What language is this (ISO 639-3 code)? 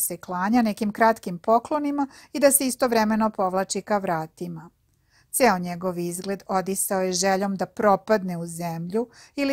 srp